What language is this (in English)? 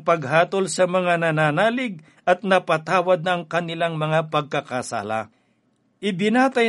Filipino